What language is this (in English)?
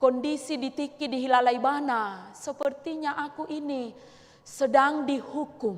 Batak Toba